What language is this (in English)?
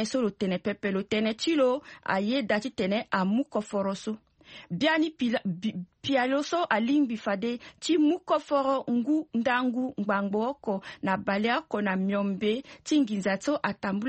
Sango